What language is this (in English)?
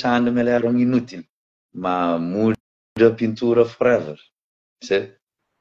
Kabuverdianu